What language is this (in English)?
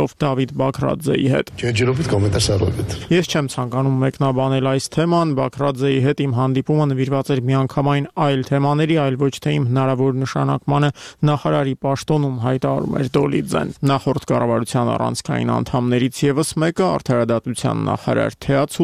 Armenian